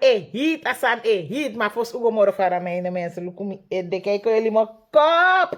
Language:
Sranan Tongo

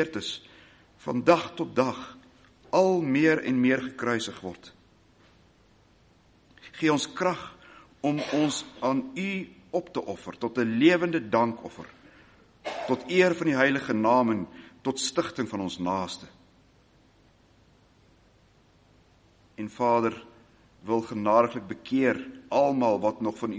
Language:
Afrikaans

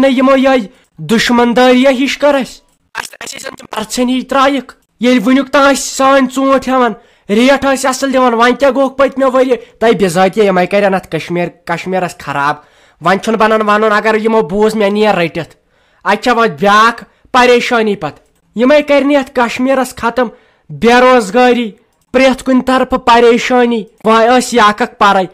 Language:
Kashmiri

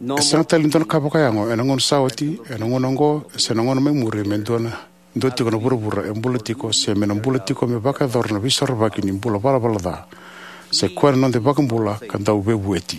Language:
Fijian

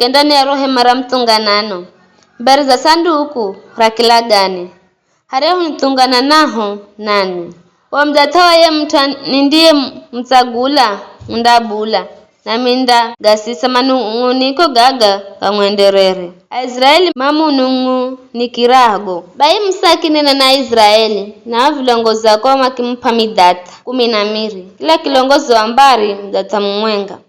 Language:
Giryama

